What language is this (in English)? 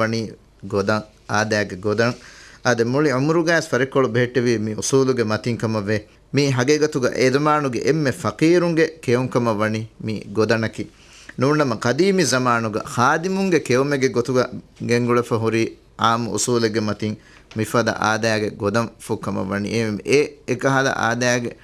Divehi